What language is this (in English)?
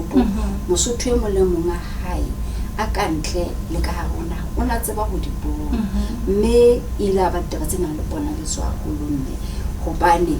Southern Sotho